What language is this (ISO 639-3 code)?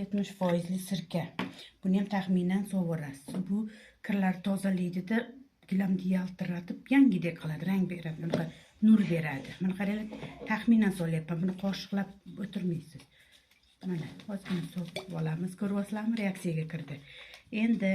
uzb